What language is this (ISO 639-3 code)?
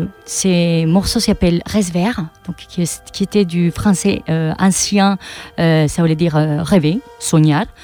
fra